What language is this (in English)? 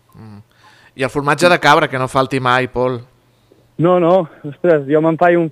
Catalan